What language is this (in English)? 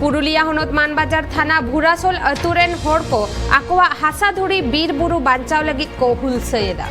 Santali